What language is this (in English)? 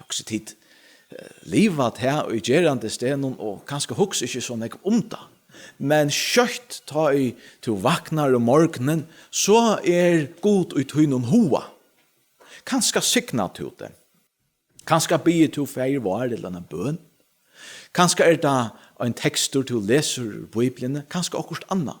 Faroese